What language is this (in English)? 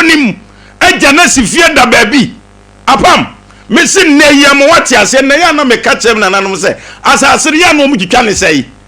Akan